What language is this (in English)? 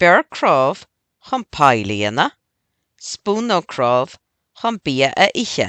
Irish